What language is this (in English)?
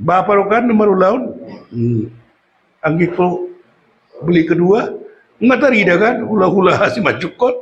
Batak Toba